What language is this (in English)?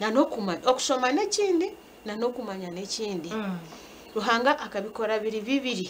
Nyankole